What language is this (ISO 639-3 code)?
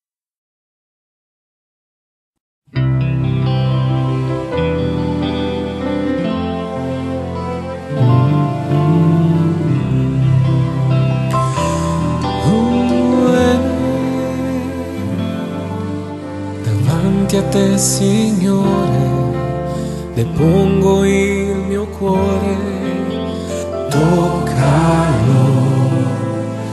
ita